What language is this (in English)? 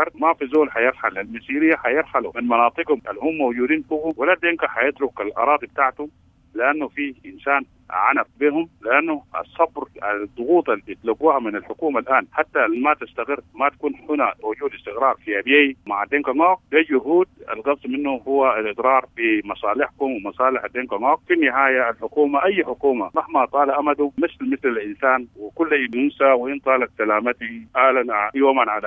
Sudanese Arabic